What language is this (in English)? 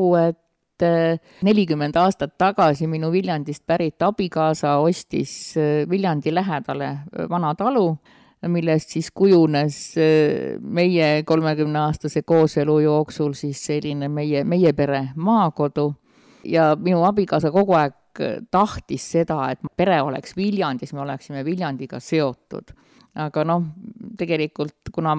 Estonian